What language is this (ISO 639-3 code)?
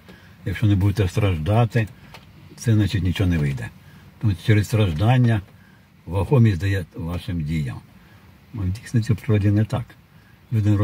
ukr